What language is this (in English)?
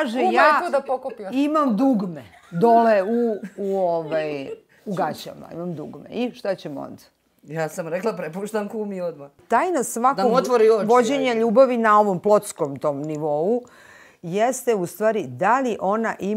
Serbian